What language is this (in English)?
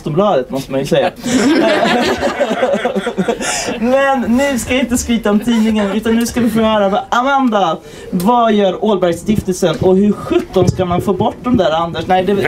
Swedish